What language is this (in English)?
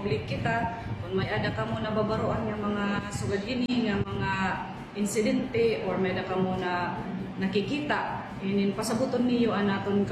Waray